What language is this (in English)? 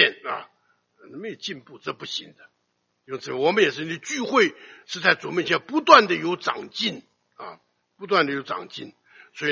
Chinese